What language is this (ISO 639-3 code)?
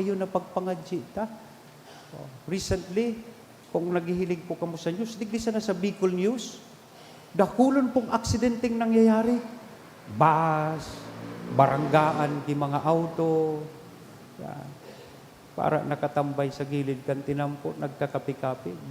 bik